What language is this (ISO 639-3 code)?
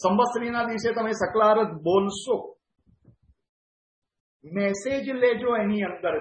guj